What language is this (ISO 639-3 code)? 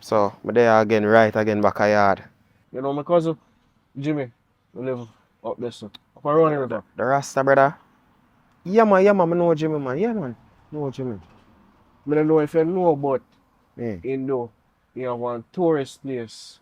jam